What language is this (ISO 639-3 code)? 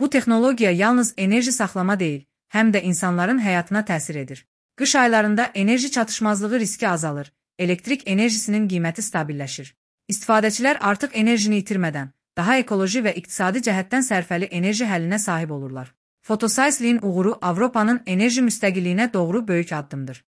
aze